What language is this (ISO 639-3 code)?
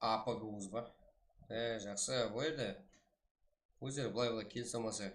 kaa